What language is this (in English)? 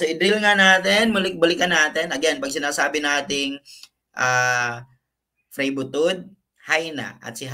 Filipino